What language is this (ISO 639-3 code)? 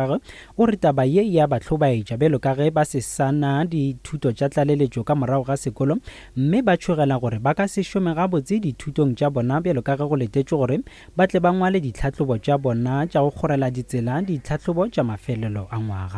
nso